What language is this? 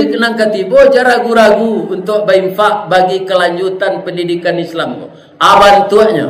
Minangkabau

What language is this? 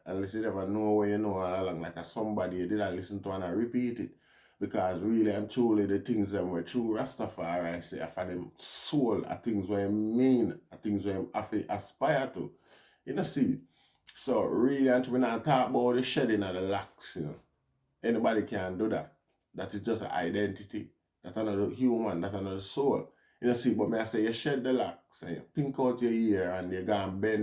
Jamaican Creole English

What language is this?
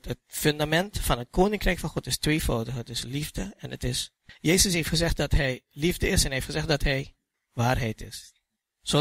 Dutch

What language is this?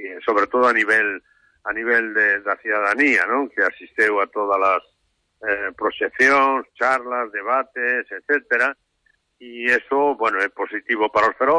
Galician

